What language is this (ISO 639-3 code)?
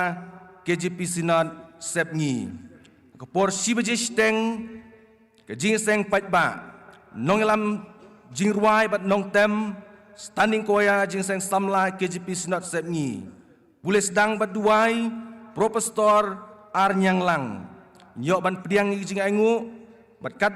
kha